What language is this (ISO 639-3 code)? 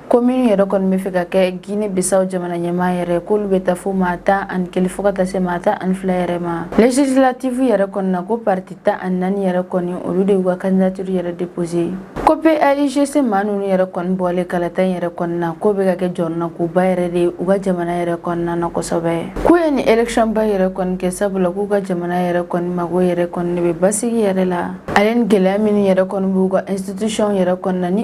bam